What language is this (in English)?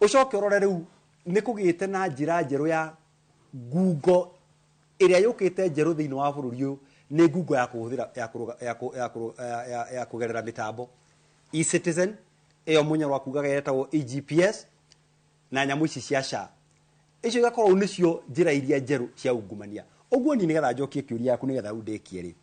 Kikuyu